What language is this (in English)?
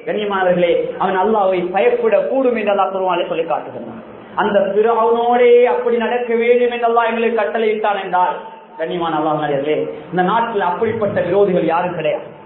Tamil